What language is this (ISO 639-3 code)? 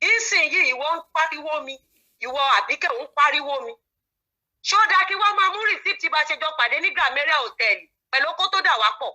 yor